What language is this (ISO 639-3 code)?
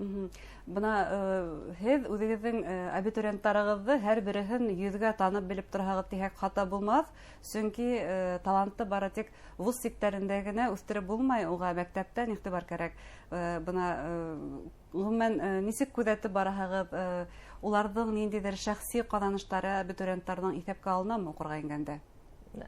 bak